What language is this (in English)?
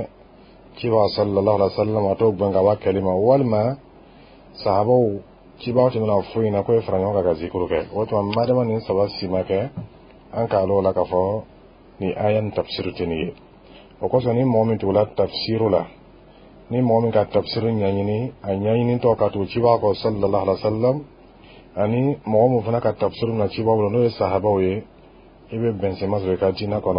Bambara